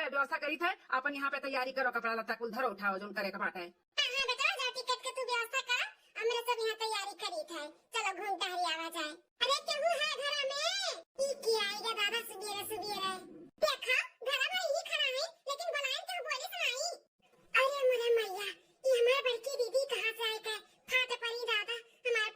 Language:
Awadhi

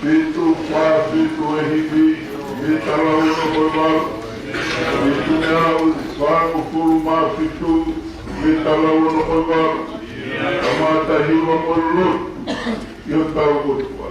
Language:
Tongan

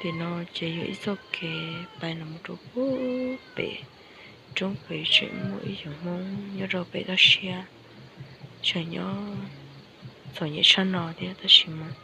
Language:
Hmong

